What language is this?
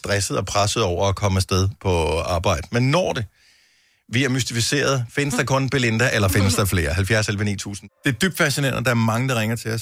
Danish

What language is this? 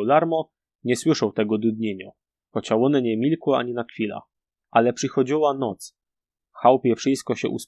Silesian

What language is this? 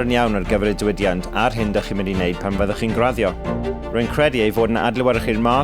Welsh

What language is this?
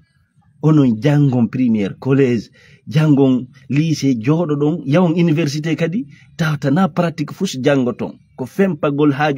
Fula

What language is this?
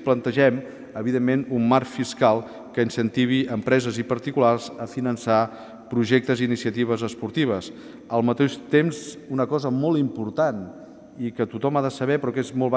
Catalan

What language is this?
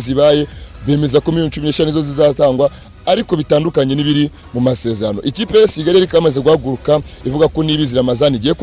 Kinyarwanda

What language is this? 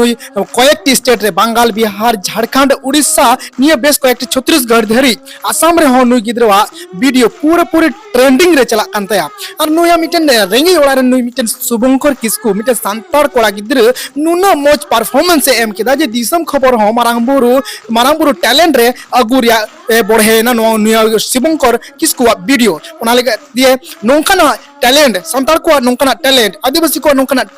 Santali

